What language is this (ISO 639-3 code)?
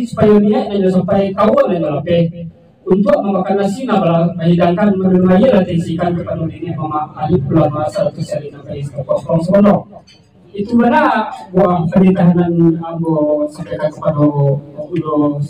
min